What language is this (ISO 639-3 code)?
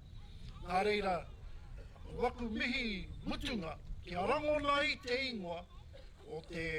mri